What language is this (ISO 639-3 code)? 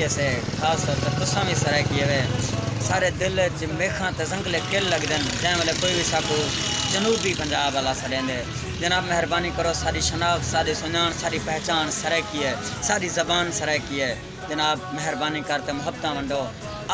skr